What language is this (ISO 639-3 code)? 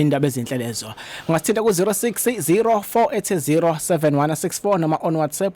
zul